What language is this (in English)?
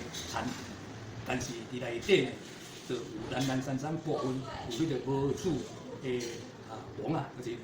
Min Nan Chinese